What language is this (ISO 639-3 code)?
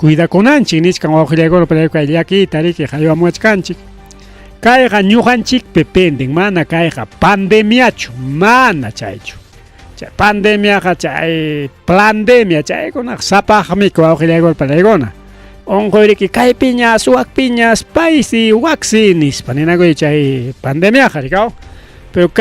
quy